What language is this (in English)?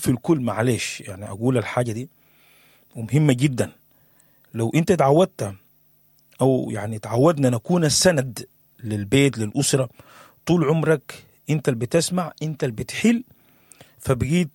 Sudanese Arabic